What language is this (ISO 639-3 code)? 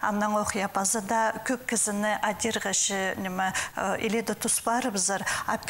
kjh